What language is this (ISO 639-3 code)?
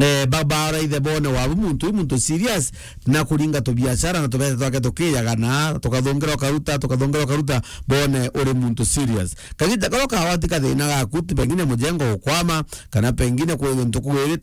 mer